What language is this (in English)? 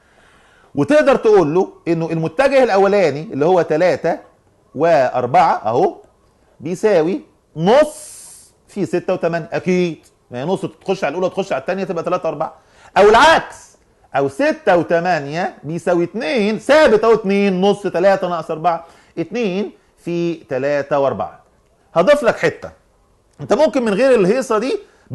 Egyptian Arabic